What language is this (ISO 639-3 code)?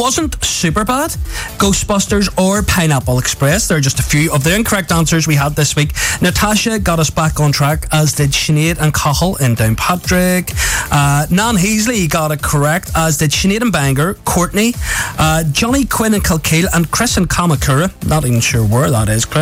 eng